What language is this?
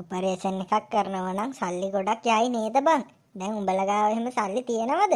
Sinhala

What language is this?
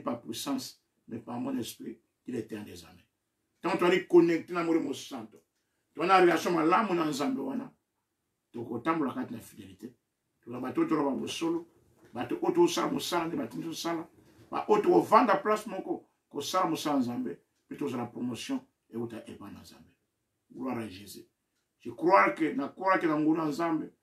Lingala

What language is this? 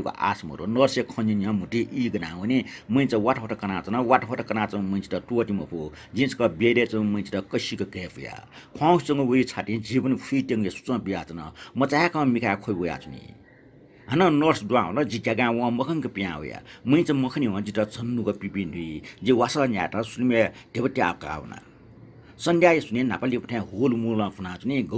Newari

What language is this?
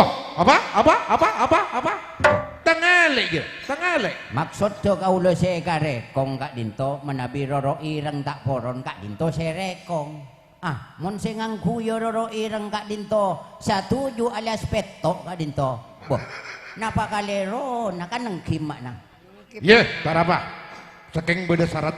Madurese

